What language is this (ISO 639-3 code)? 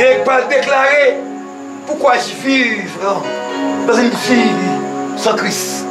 hat